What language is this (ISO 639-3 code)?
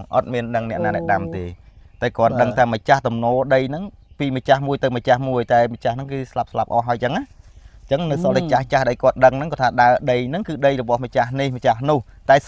khm